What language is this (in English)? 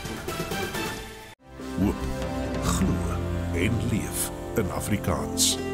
Afrikaans